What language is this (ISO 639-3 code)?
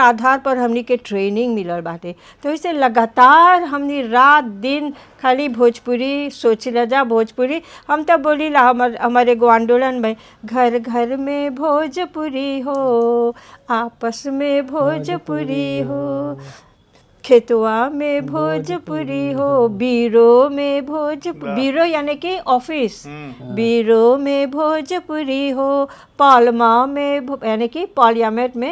bho